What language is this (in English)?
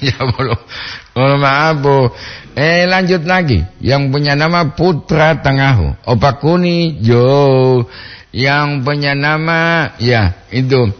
Gorontalo